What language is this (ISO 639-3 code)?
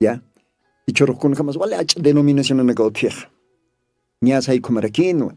aym